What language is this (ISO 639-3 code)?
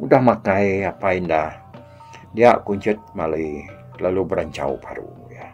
iba